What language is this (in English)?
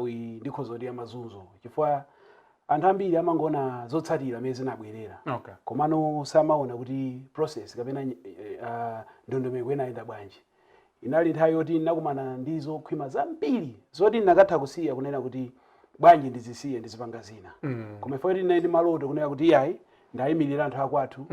Nyanja